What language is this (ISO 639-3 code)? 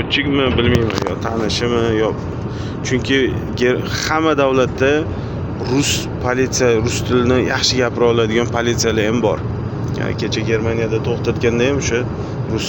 uzb